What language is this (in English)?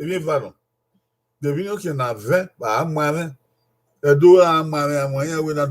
Bini